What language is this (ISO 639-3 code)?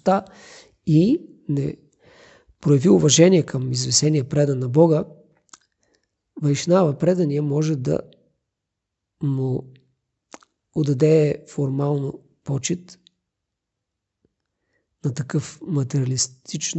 bul